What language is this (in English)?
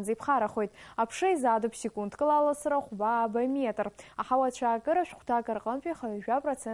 Abkhazian